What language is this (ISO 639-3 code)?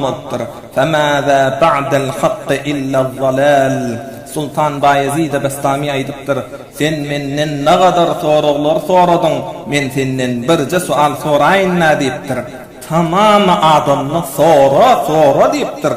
tuk